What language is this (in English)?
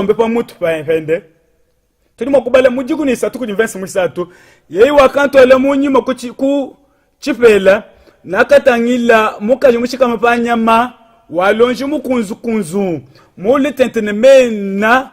Luba-Lulua